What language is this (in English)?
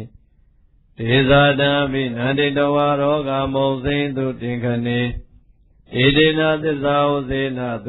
Burmese